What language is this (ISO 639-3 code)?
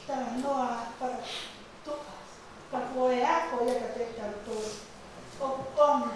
ton